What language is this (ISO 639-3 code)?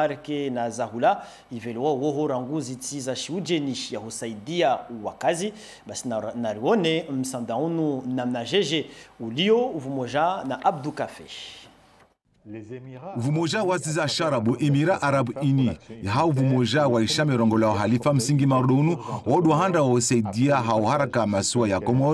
swb